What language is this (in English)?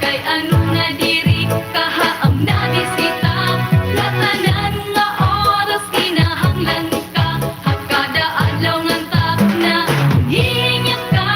Waray